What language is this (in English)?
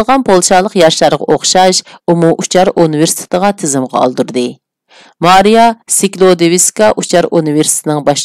Uyghur